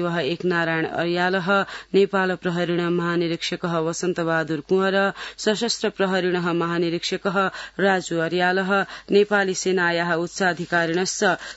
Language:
Sanskrit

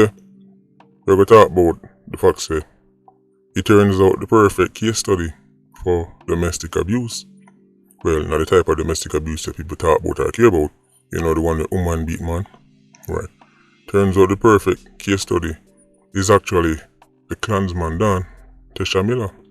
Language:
Jamaican Creole English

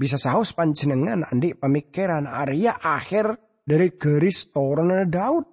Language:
Madurese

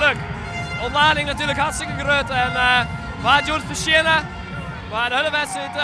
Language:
Western Frisian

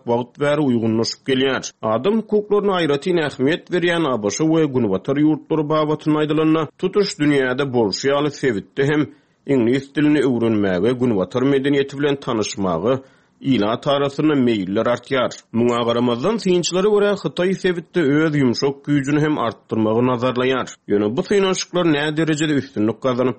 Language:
Turkmen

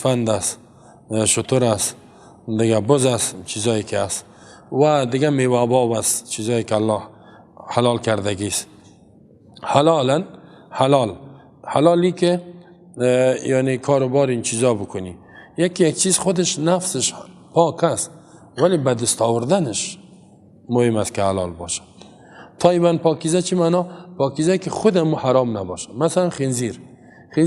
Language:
Persian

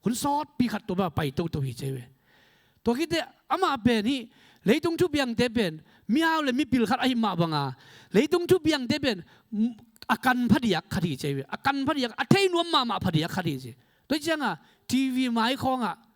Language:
Tedim Chin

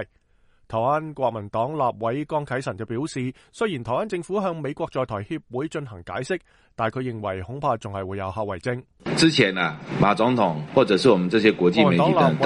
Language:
Cantonese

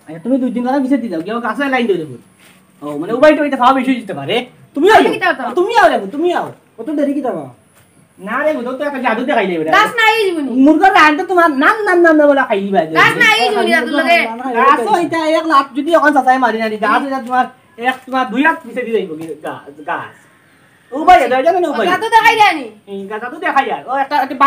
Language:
Sylheti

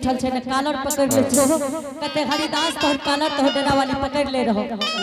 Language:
Angika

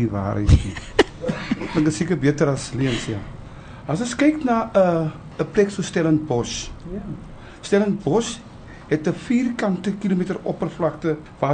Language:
Afrikaans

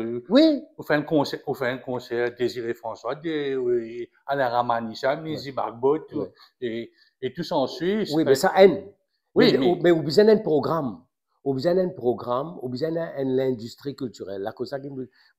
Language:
Morisyen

